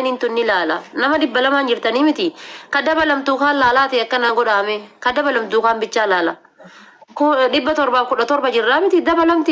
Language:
Oromo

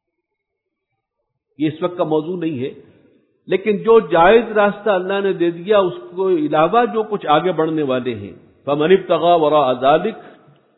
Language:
Urdu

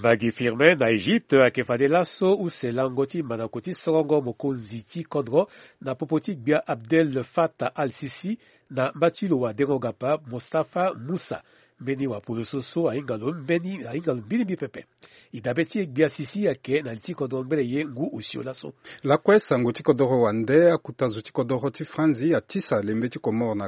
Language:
Sango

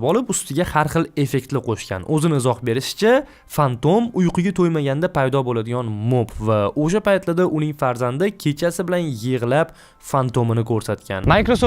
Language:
Uzbek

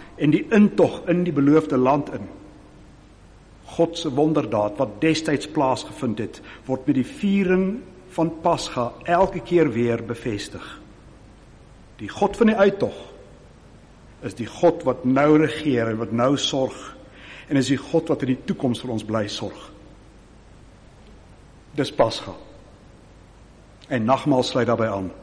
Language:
Afrikaans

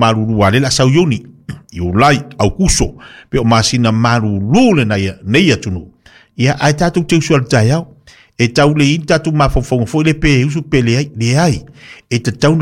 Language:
Samoan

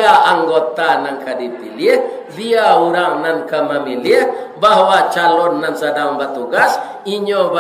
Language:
Minangkabau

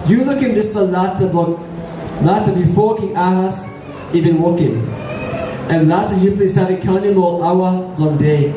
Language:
Tok Pisin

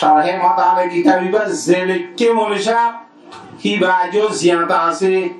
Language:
Rohingya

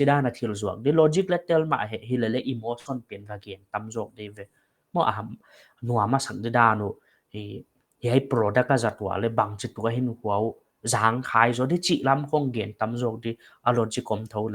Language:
Paite Chin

